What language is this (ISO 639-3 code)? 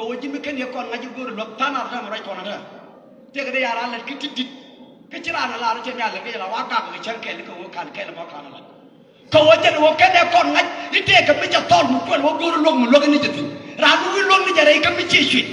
nus